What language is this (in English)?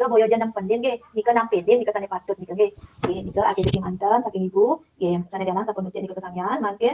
Balinese